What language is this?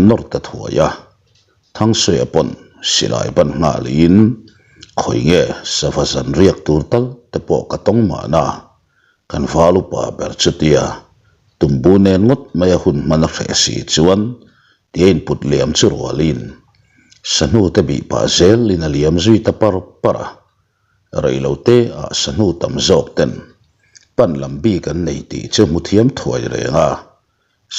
Mizo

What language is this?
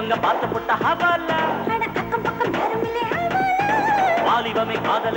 Tamil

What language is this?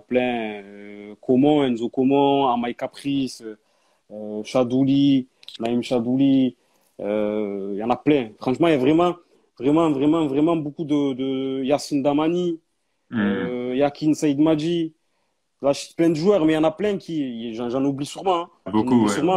French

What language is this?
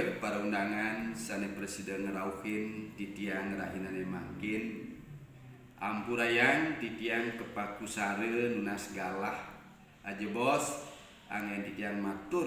Balinese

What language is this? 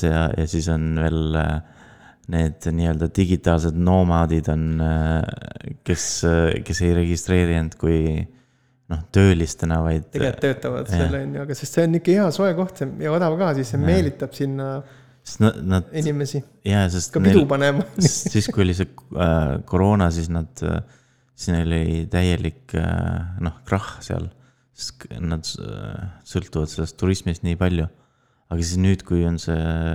Estonian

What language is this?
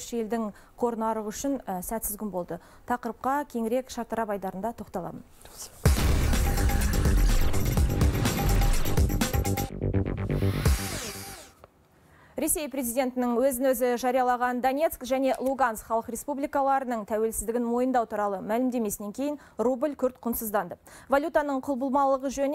Kazakh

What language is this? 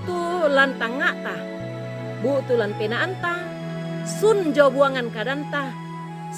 Toraja-Sa'dan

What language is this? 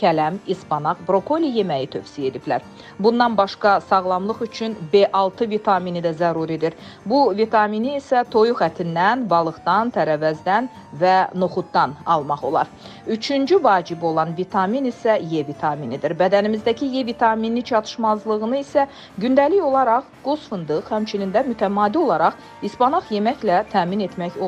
Azerbaijani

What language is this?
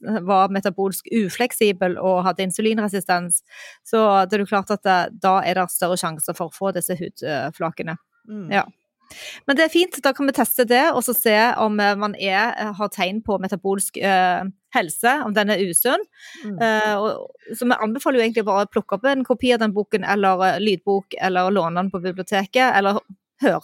Norwegian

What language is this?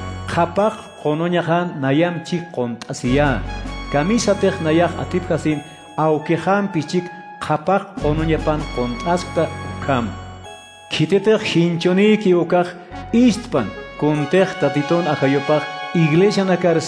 Aymara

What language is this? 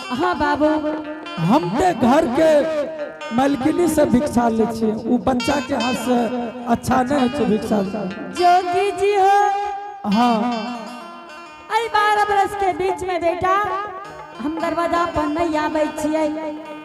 Angika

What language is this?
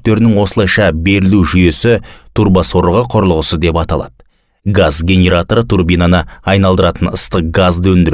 Kazakh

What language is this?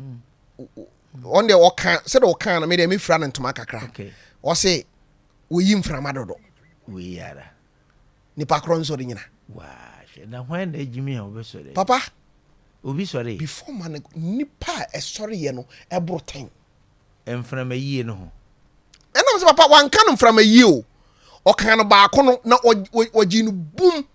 Akan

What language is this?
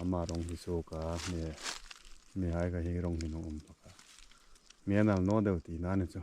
Hmar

